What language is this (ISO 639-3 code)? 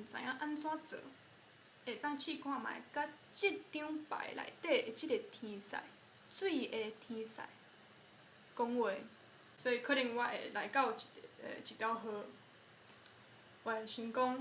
nan